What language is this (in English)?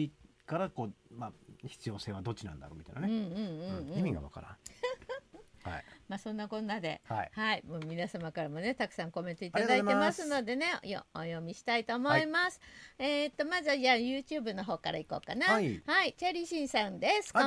Japanese